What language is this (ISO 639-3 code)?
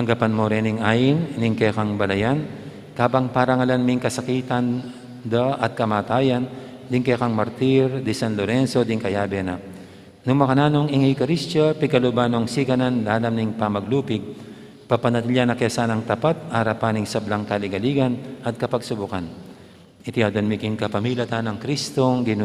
pam